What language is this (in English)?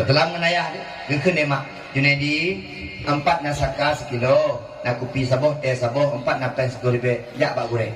Achinese